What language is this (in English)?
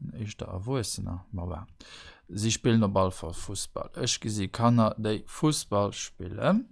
Luxembourgish